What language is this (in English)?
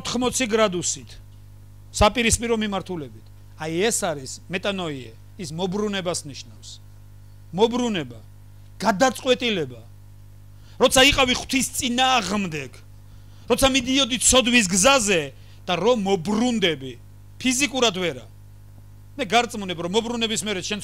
Georgian